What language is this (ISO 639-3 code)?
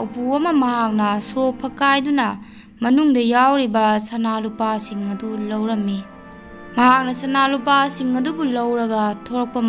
mni